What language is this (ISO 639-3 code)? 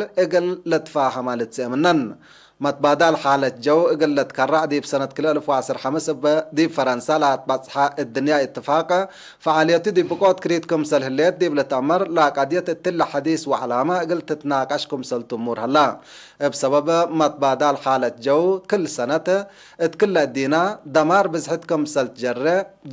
tig